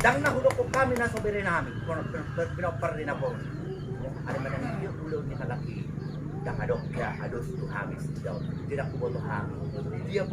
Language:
Batak Toba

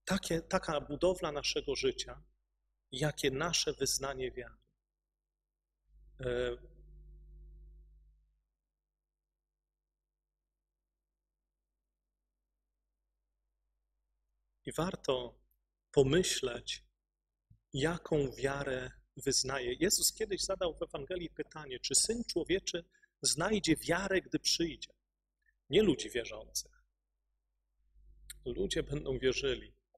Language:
Polish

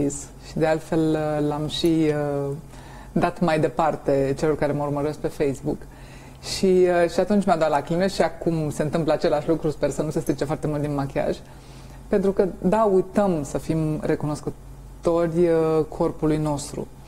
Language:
Romanian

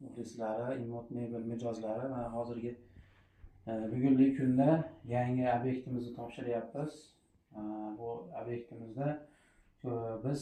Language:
Uzbek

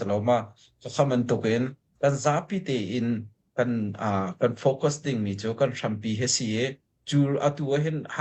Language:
Hakha Chin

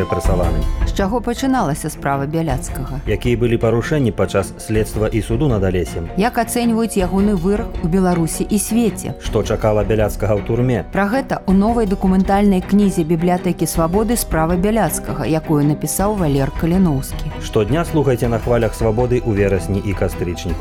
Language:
Belarusian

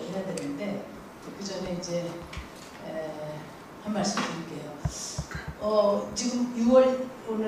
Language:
Korean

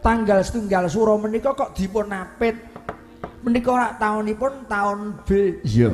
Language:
Javanese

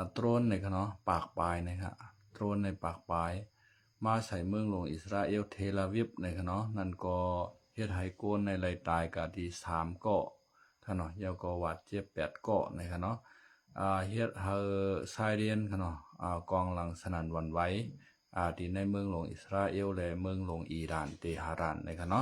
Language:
Shan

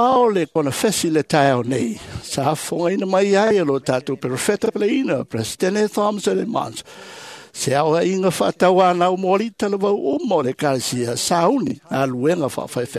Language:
Samoan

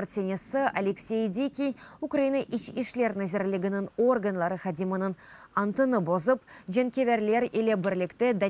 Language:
Crimean Tatar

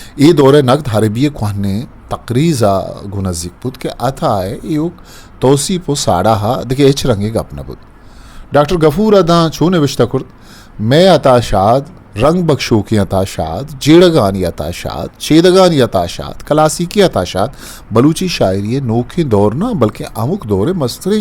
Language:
Eastern Balochi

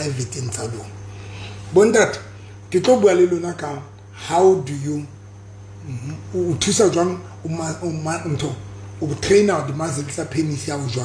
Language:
Southern Sotho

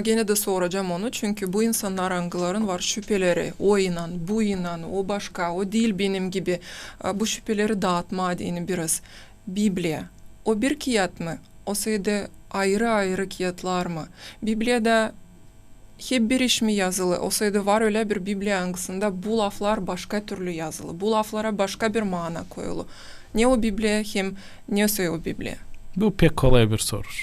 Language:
Gagauz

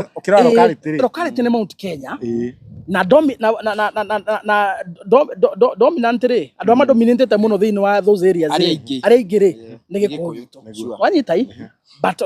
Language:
Kikuyu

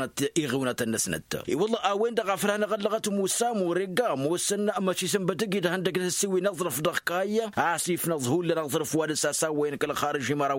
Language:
Tamasheq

